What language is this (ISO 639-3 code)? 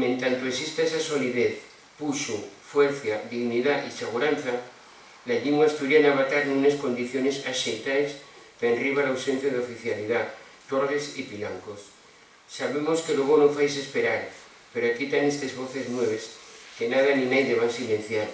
ast